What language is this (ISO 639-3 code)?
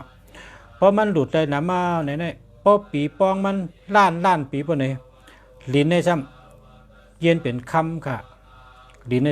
shn